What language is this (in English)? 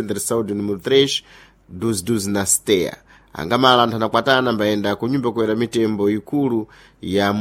Sena